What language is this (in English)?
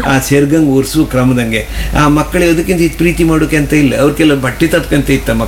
Kannada